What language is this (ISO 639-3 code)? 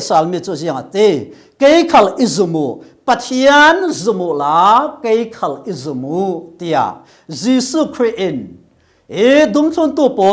cfm